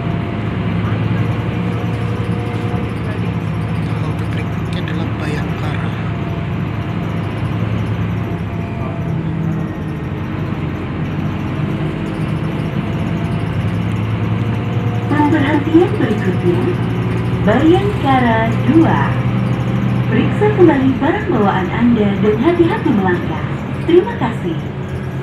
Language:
Indonesian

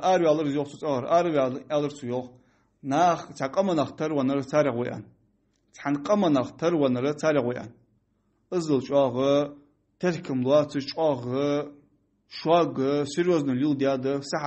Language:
Ingush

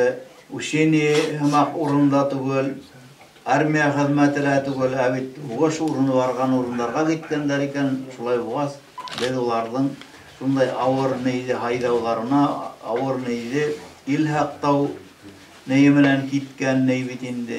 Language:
Bashkir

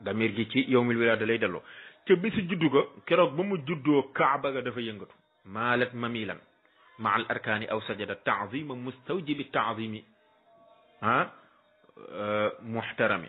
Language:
Wolof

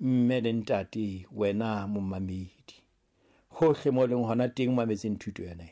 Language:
Southern Sotho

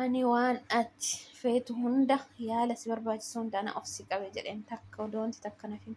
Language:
Oromo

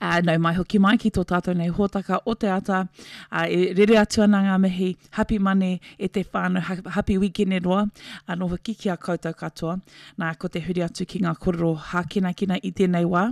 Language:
Māori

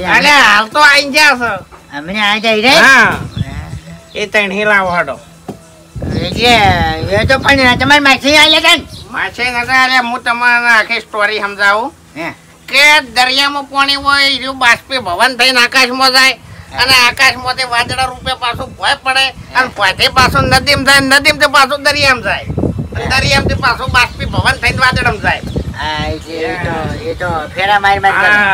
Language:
Gujarati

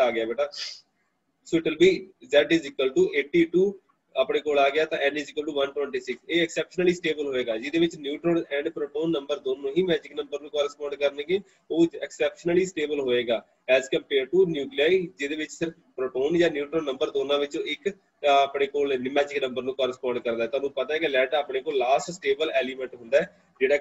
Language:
Punjabi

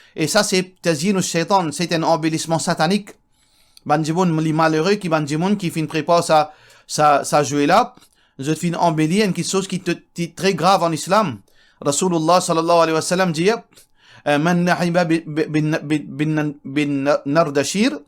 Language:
Morisyen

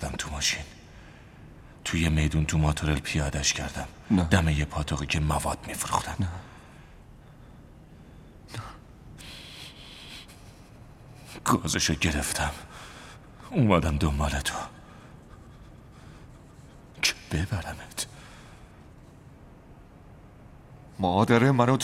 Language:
Persian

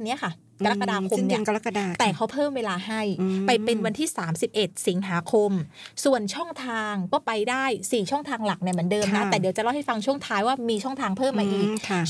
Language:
Thai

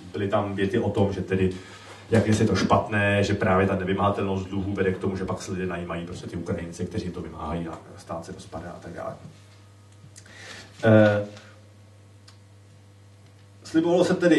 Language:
Czech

